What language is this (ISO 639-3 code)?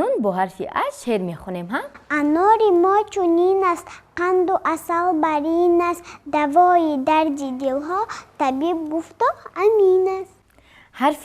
tgk